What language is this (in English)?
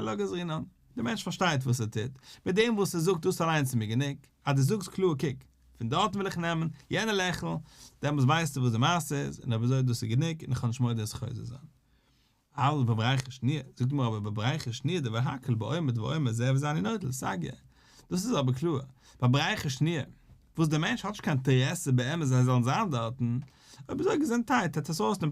Yiddish